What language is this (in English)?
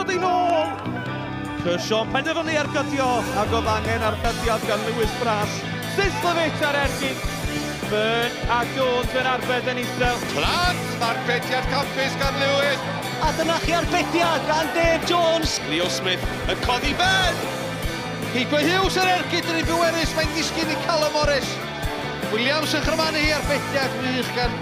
Welsh